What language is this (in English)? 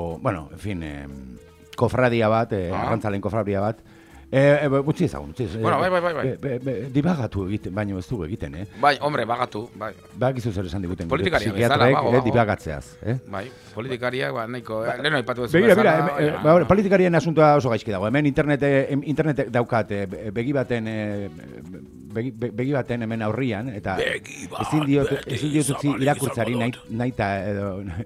Basque